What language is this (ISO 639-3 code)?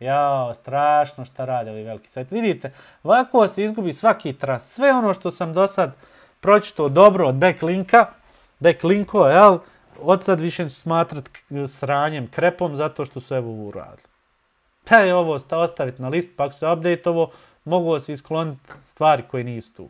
bos